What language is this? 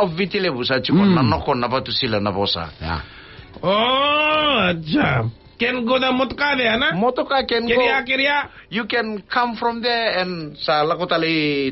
Fijian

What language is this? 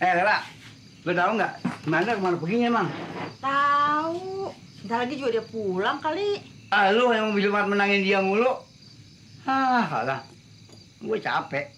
Betawi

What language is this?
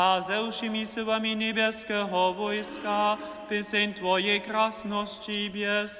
Upper Sorbian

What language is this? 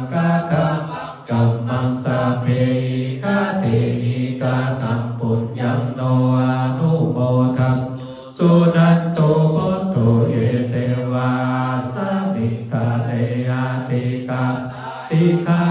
Pali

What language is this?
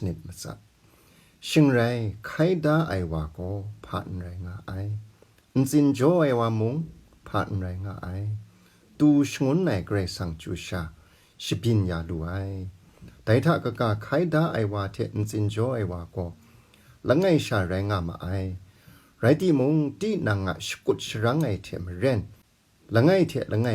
Kachin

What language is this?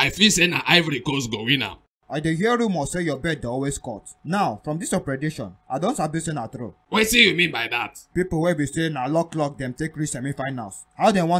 Nigerian Pidgin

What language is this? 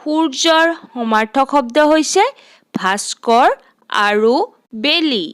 Assamese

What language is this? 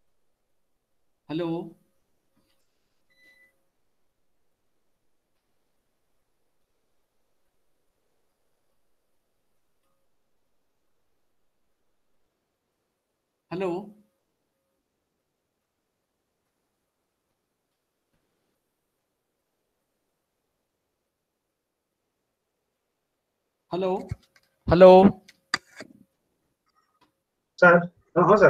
Odia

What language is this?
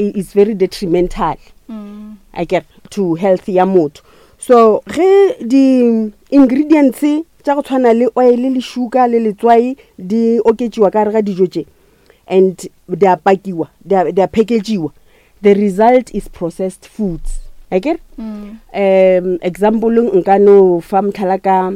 Northern Sotho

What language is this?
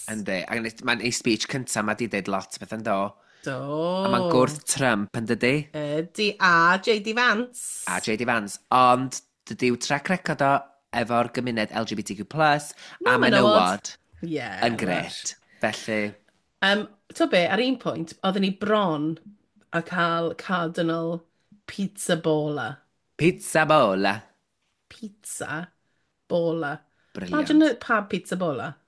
Welsh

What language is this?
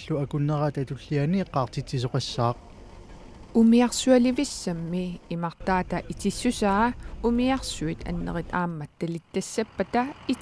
Kalaallisut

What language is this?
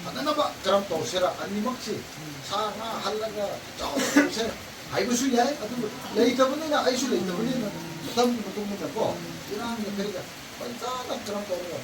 Manipuri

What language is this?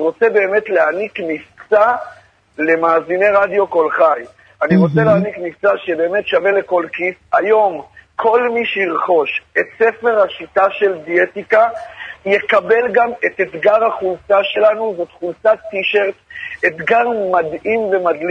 Hebrew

